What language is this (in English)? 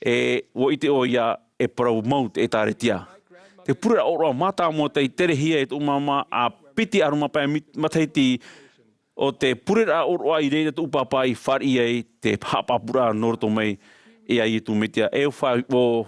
Tahitian